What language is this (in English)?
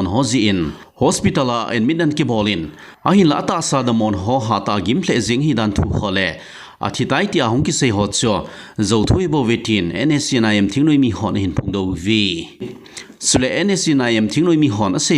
Thado Chin